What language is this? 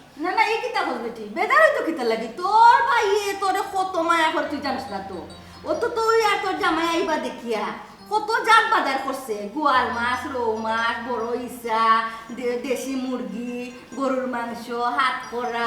Sylheti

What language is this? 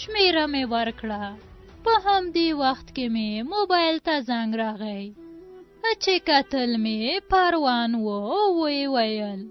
Pashto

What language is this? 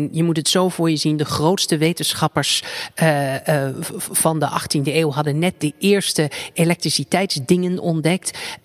Dutch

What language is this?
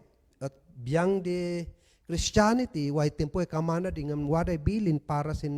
Kankanaey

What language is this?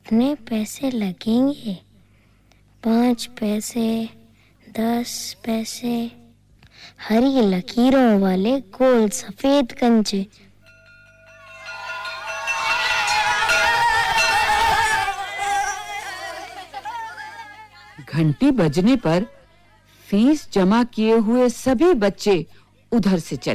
Hindi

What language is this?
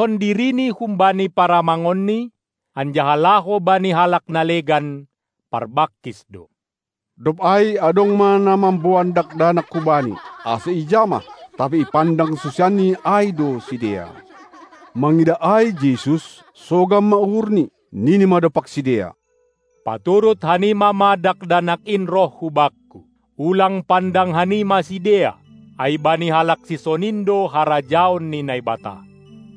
Batak Simalungun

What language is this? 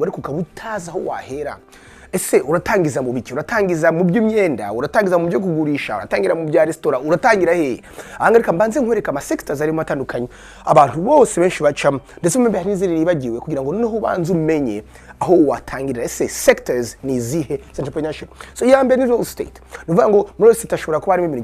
Kinyarwanda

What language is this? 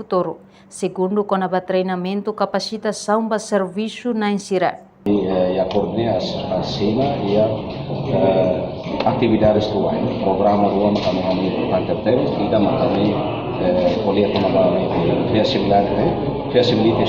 Tetum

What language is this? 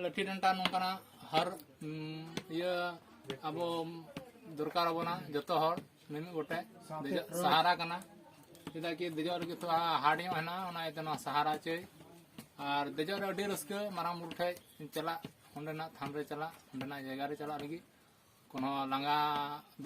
Santali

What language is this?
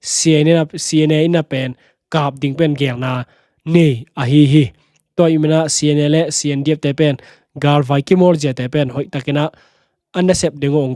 Tedim Chin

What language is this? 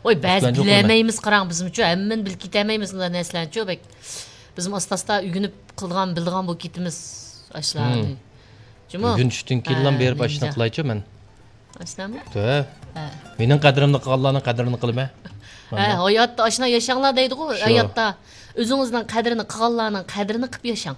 Uyghur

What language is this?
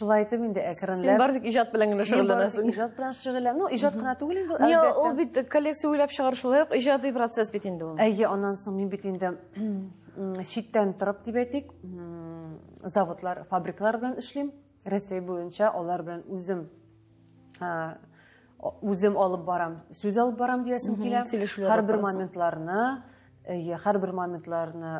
Tatar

